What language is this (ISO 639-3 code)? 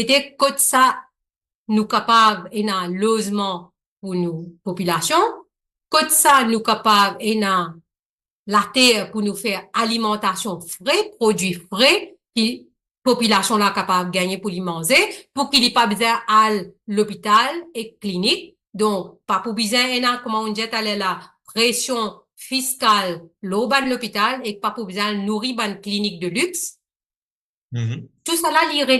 mfe